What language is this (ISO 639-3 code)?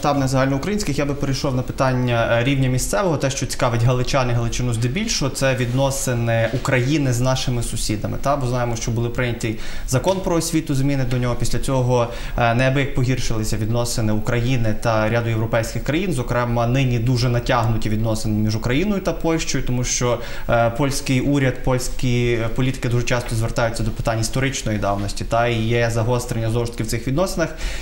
ukr